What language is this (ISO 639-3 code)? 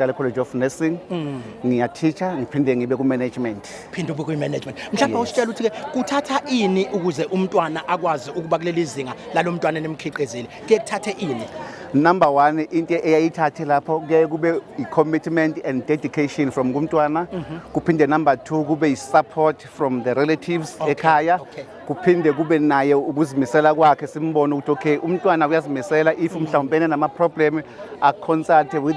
zul